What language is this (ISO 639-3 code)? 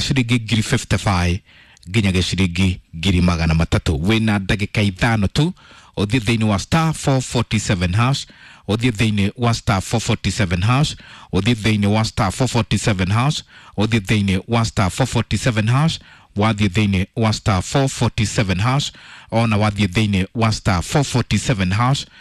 kik